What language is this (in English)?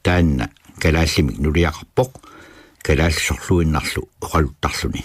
Kalaallisut